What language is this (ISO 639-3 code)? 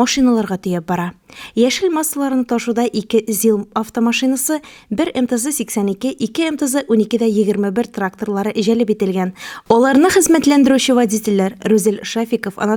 tat